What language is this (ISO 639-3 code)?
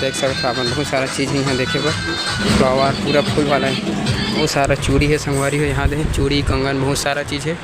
hne